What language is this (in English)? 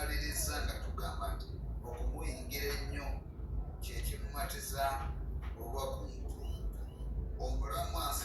Ganda